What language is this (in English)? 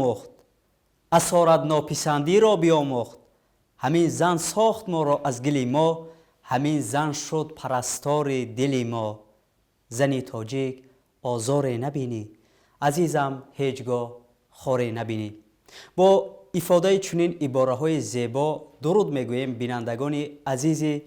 Tajik